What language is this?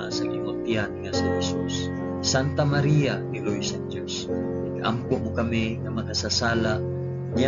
Hiligaynon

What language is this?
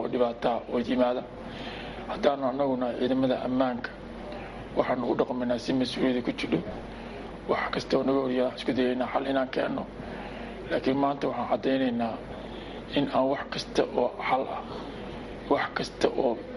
Somali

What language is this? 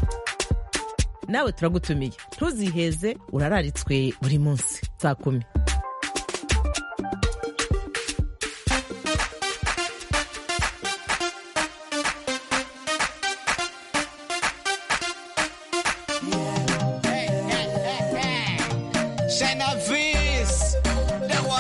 Kinyarwanda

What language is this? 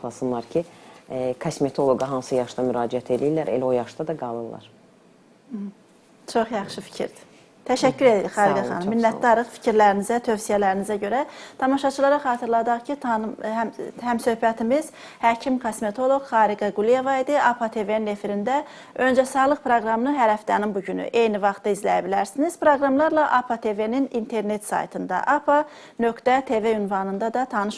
Azerbaijani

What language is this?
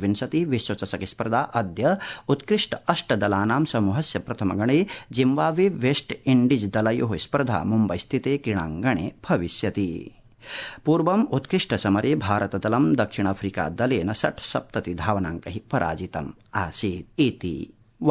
Sanskrit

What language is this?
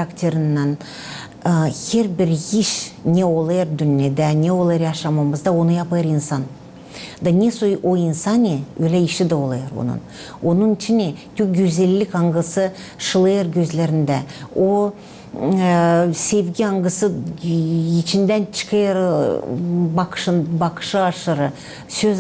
Gagauz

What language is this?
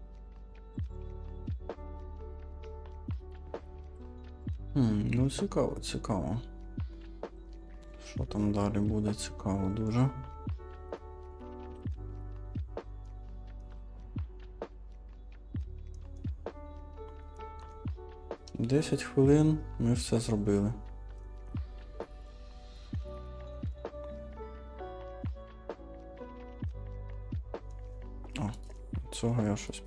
Ukrainian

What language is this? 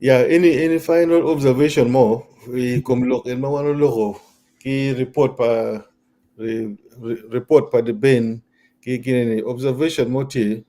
Acoli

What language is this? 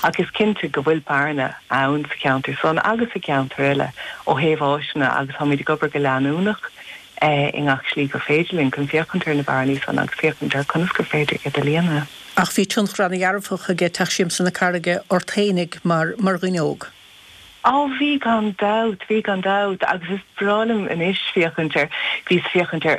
Irish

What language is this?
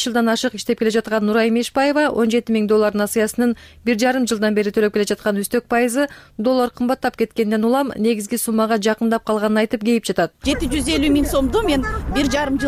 Kyrgyz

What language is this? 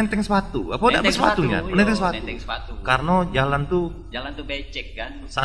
Musi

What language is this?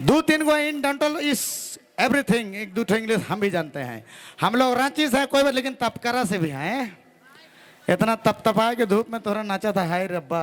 Sadri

